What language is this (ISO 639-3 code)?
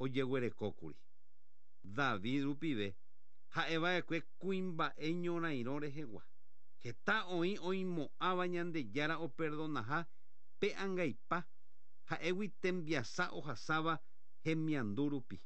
grn